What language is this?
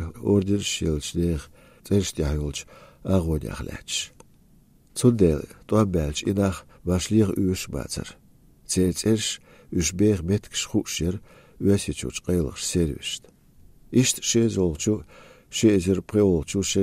Chechen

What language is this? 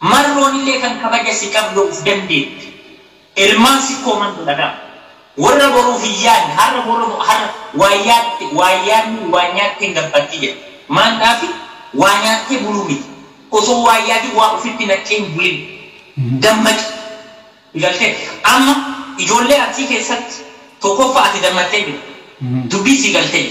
Oromo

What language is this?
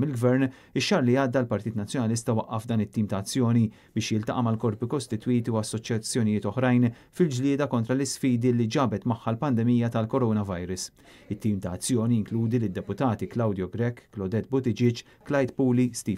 Maltese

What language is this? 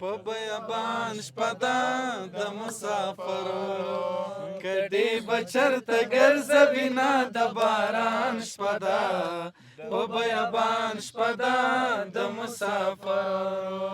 Pashto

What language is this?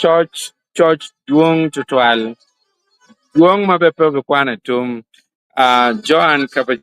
Acoli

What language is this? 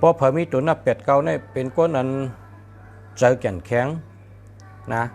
Shan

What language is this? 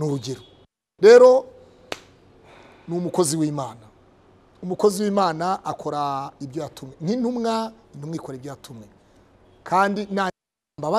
Kinyarwanda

